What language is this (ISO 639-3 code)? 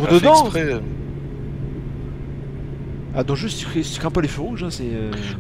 fra